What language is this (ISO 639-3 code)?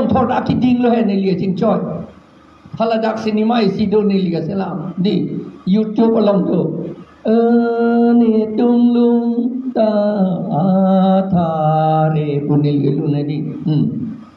mjw